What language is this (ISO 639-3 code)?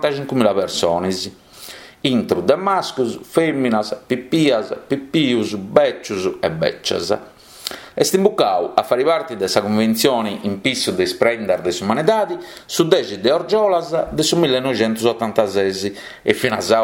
srd